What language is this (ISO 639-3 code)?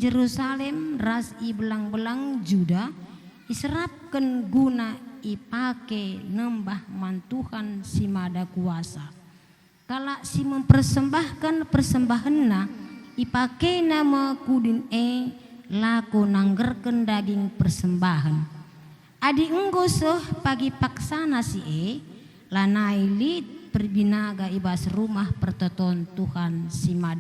btx